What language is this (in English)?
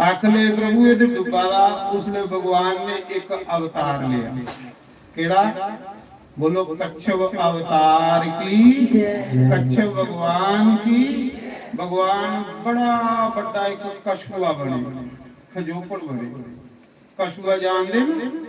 Dogri